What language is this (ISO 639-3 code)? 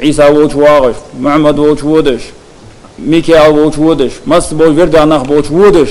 inh